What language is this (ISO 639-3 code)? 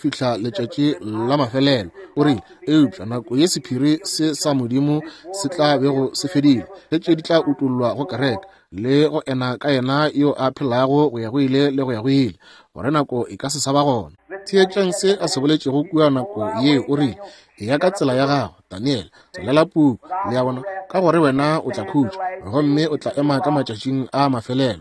nso